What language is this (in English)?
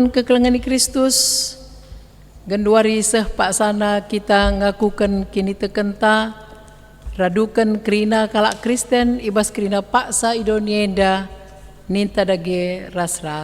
Batak Karo